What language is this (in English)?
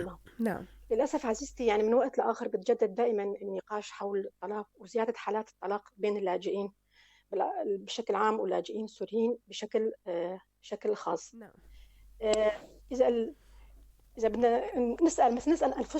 North Levantine Arabic